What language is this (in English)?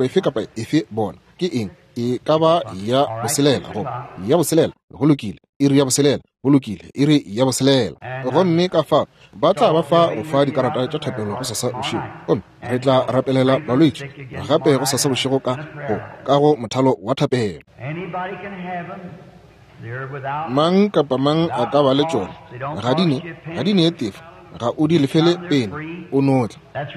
Northern Sotho